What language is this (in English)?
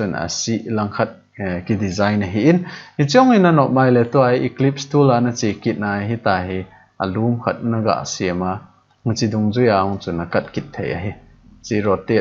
Thado Chin